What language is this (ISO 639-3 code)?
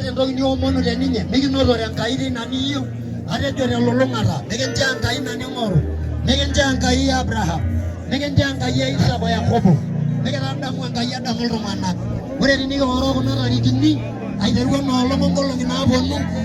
mas